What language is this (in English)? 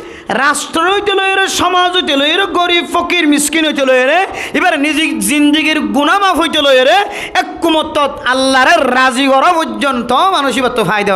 Rohingya